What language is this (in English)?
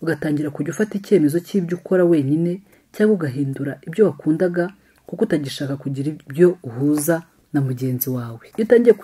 Kinyarwanda